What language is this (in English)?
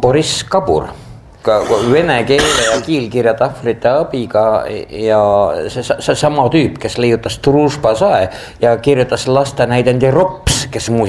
Estonian